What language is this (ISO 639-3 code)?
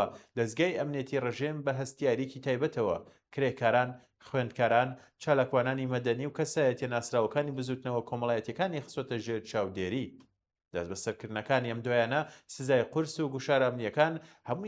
ckb